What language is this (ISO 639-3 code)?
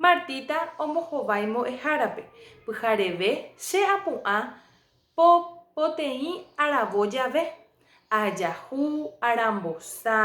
grn